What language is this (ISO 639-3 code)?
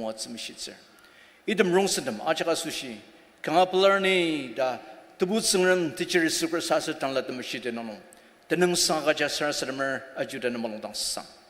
njo